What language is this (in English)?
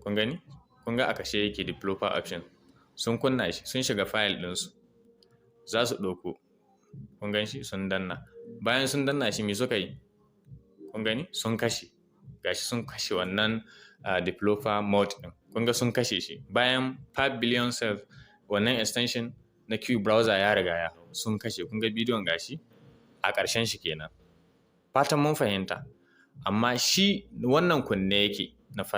Hausa